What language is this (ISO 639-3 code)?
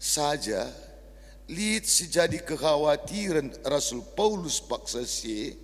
btx